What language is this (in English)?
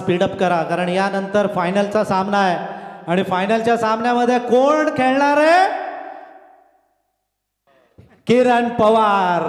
Marathi